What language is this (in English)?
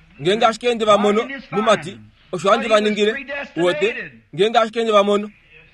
Kuanyama